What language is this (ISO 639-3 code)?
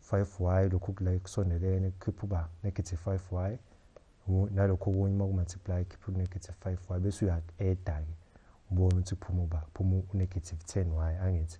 zul